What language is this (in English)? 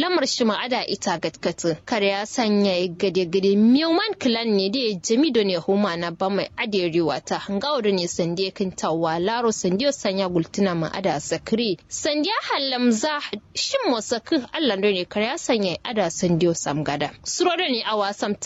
Kanuri